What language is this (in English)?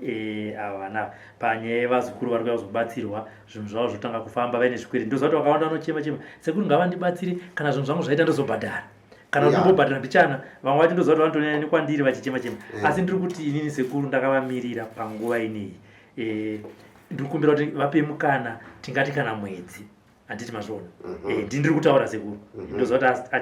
Shona